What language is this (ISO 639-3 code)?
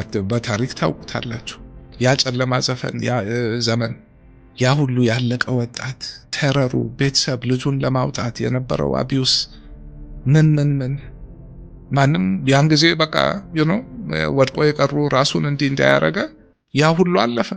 amh